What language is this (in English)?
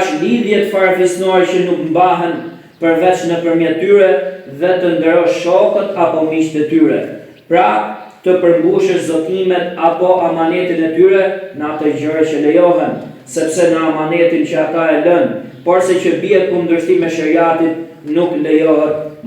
Albanian